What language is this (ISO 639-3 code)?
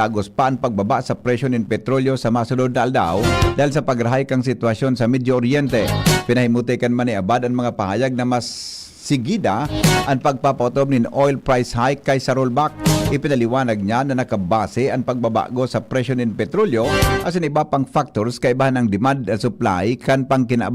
bik